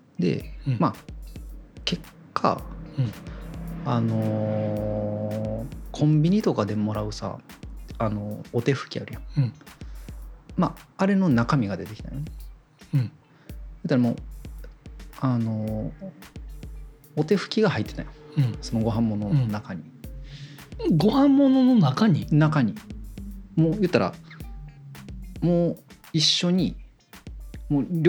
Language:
Japanese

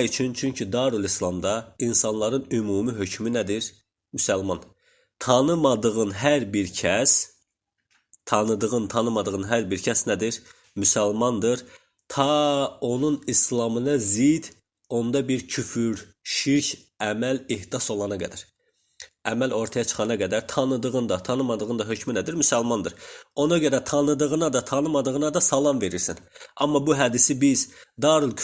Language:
Azerbaijani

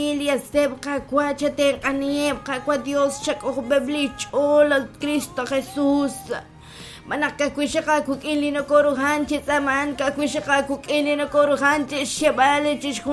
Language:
Kekchí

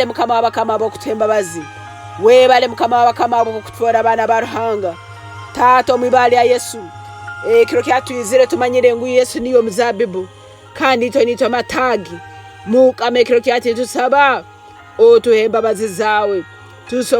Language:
Tooro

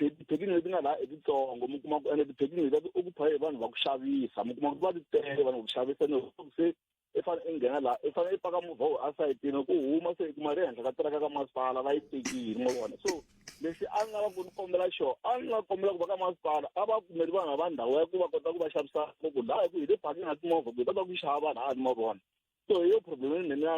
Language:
Tsonga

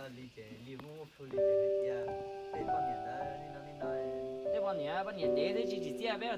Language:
Hmong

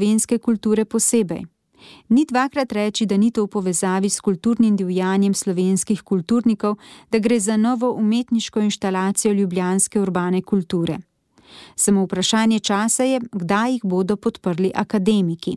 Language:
Slovenian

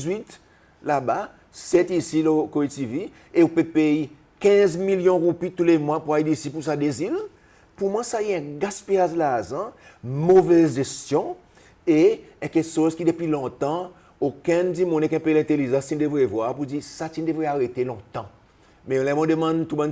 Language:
Seselwa Creole French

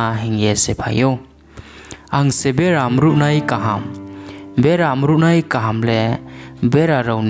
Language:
Riang (India)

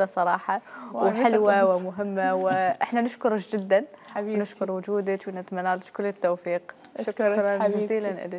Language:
Mesopotamian Arabic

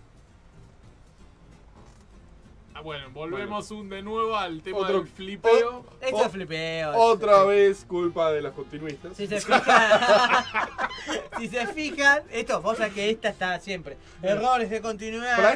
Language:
Spanish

